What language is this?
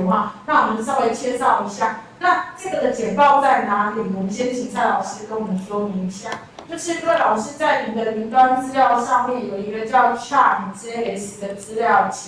Chinese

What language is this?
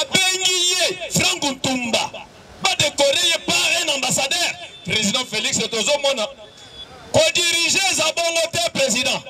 Lingala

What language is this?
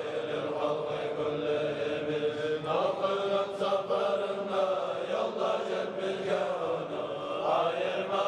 Kumyk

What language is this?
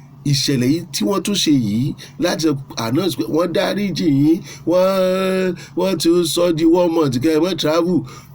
Yoruba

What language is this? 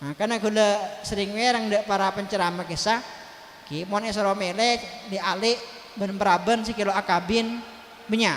Madurese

